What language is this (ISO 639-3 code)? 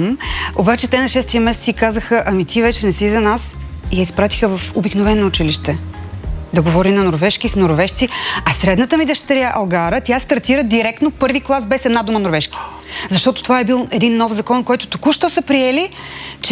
bul